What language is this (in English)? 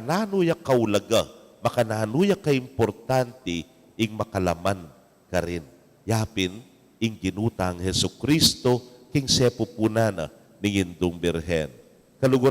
Pampanga